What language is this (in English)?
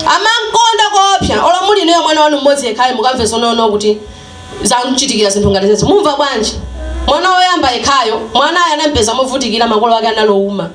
Nyanja